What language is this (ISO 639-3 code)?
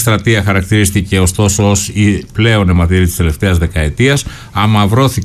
ell